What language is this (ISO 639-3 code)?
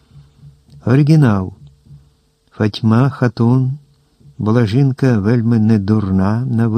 ukr